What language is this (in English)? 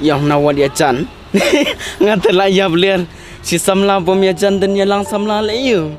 Khasi